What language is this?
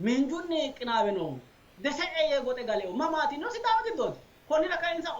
Sidamo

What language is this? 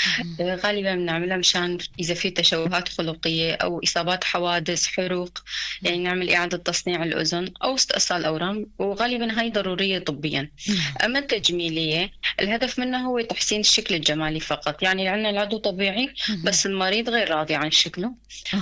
North Levantine Arabic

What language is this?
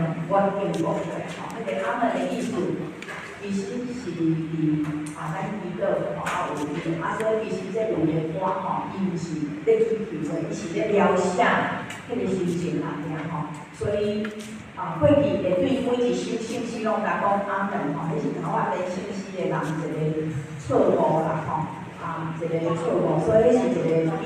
Min Nan Chinese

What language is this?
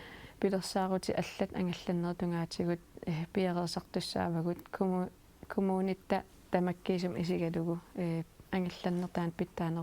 Kalaallisut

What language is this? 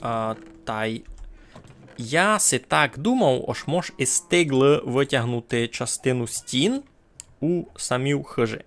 Rusyn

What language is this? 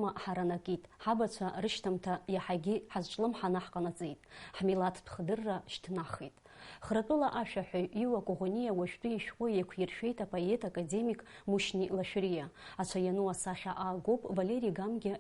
Abkhazian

